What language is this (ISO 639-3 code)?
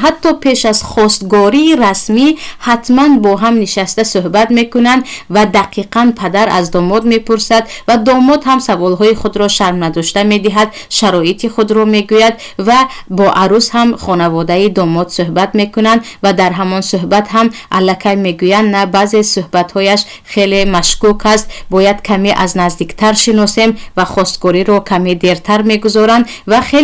tgk